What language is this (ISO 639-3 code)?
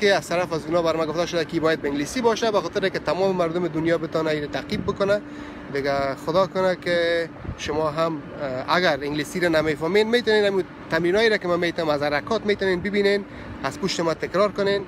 fas